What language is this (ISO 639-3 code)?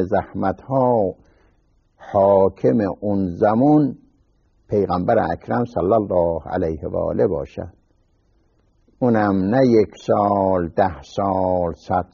fas